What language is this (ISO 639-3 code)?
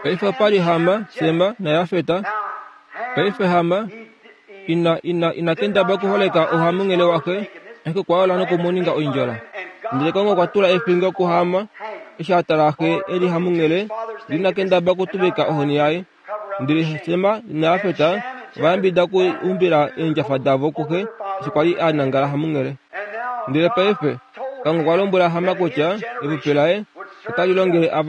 kua